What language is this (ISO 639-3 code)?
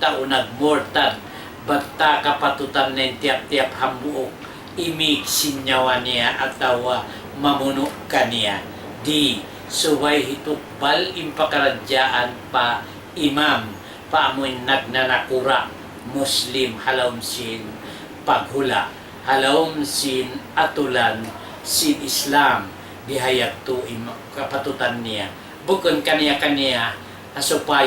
tsg